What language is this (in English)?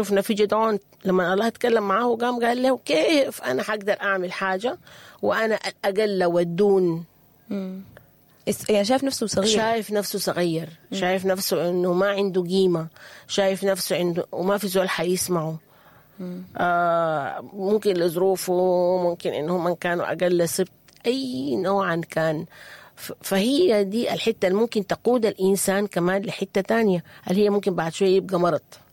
Sudanese Arabic